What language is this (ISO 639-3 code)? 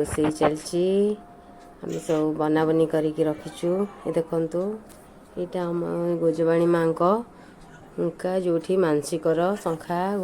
ori